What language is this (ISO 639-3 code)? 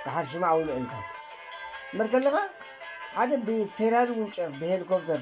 tir